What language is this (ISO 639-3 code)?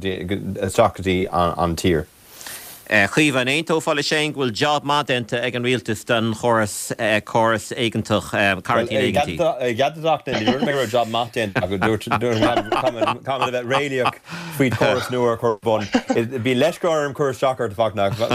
gle